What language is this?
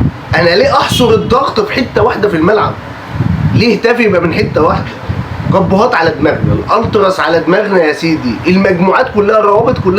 Egyptian Arabic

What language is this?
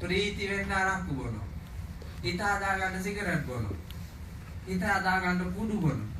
Sinhala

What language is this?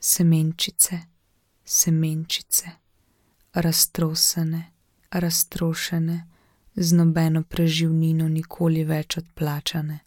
Slovenian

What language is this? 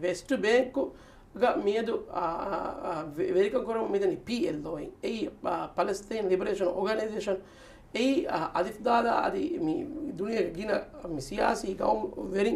Divehi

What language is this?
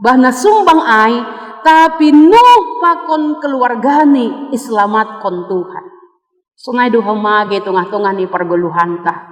Batak Simalungun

